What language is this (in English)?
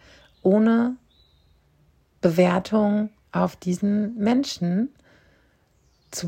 German